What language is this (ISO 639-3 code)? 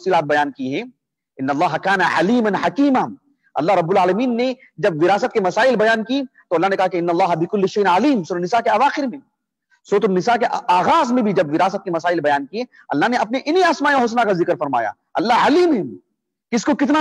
urd